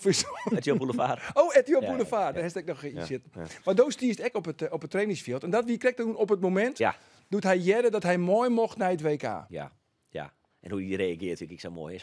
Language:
Western Frisian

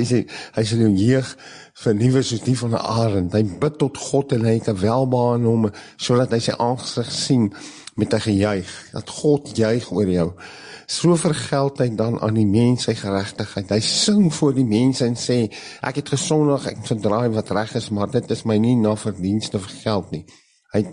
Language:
Afrikaans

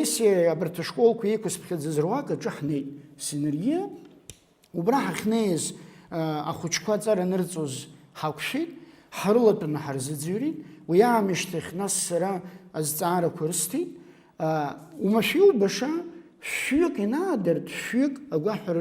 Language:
Abkhazian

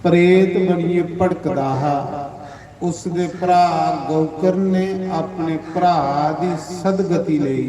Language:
Dogri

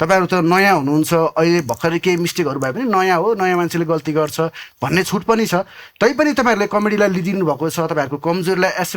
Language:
Nepali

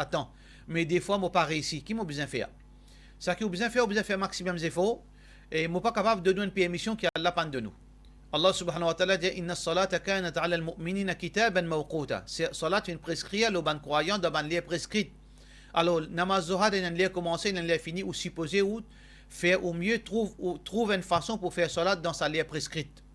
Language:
Morisyen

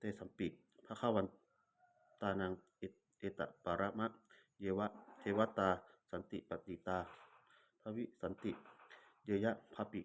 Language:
Pali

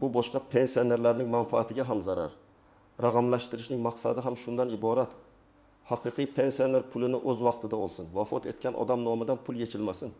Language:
Uzbek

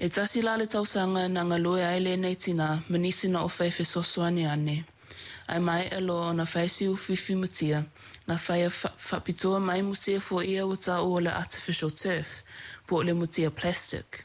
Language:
Samoan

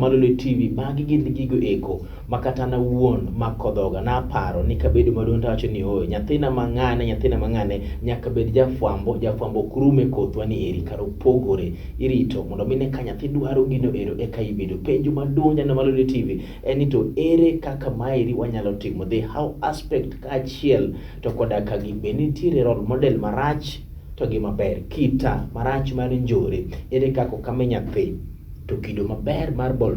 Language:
Luo (Kenya and Tanzania)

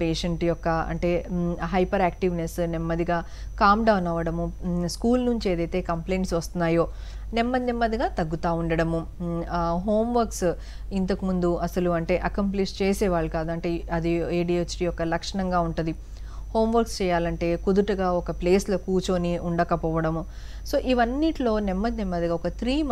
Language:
Telugu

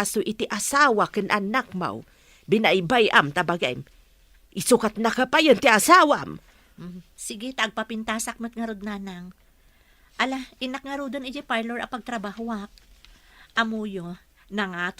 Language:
Iloko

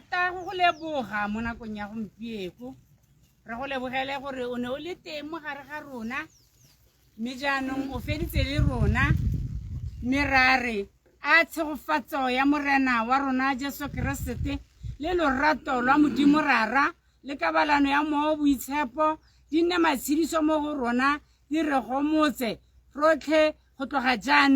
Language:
Tswana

